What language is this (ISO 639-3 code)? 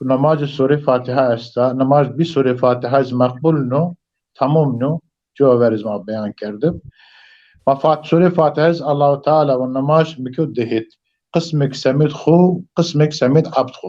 zza